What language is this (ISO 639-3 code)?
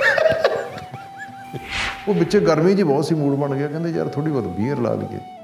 pan